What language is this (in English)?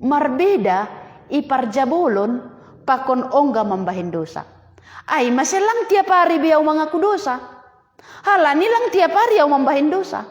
Batak Simalungun